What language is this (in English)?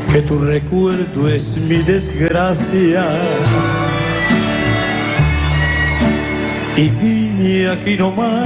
Spanish